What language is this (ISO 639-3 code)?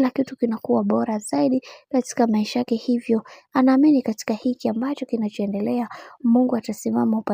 swa